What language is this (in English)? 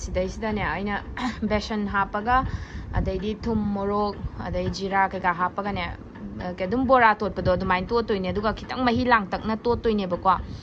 Manipuri